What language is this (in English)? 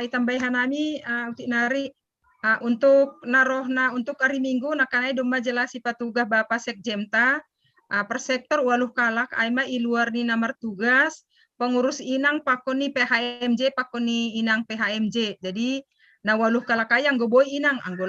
Batak Simalungun